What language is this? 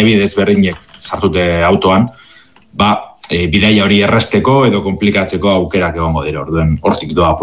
Basque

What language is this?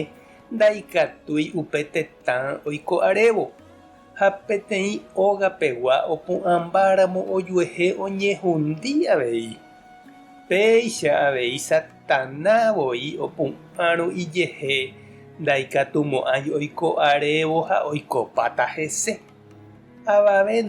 Guarani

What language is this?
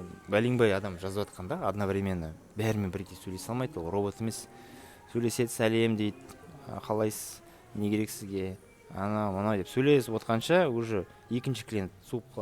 Kazakh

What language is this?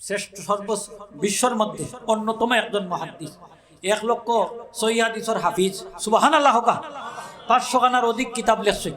Sylheti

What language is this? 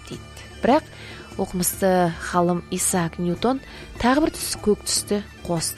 Kazakh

